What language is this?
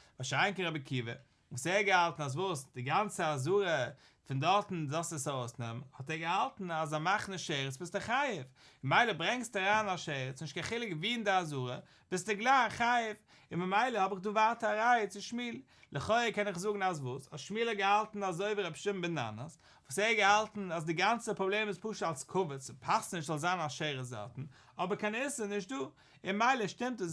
Yiddish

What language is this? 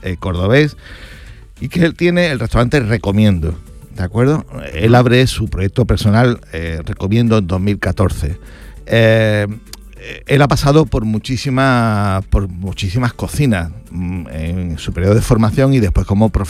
Spanish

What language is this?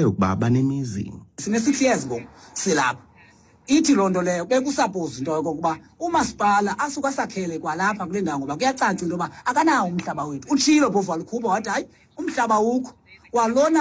Xhosa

